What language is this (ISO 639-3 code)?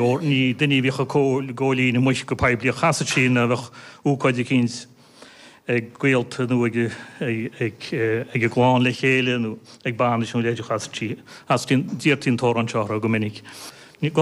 gle